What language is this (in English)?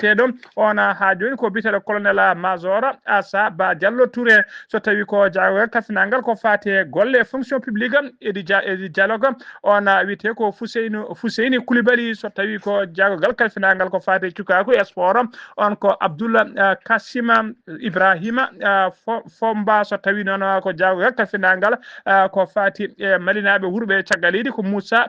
Fula